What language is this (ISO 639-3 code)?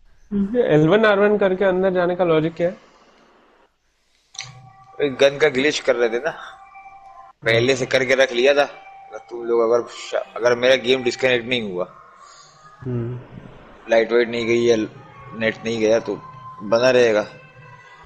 hin